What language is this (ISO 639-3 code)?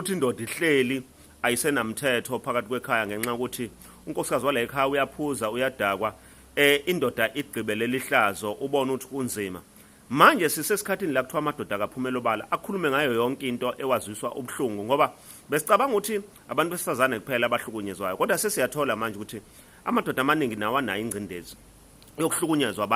zul